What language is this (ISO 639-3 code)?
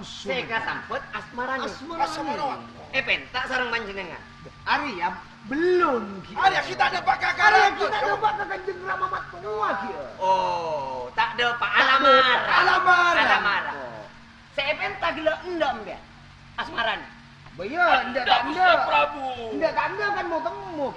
mad